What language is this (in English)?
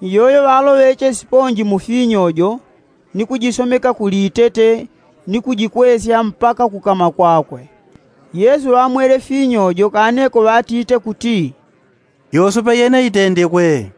Yao